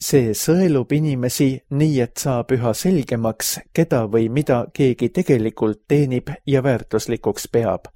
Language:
Estonian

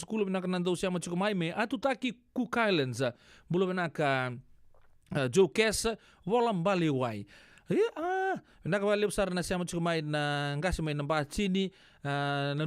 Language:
Fijian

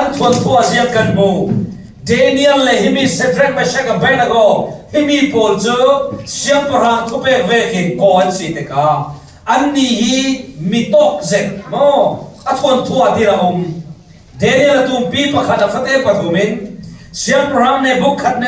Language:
Falam Chin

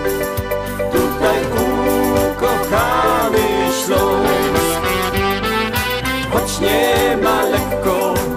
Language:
Polish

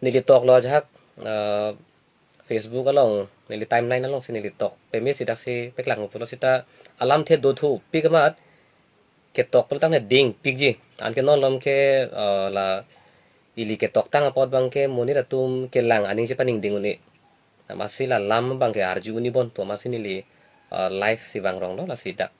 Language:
Karbi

